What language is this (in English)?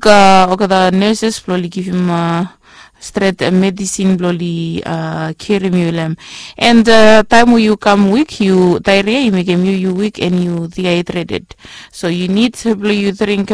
Bislama